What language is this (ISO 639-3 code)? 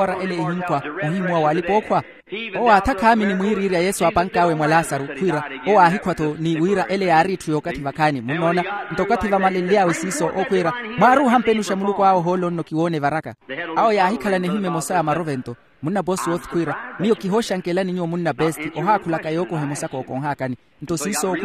vmw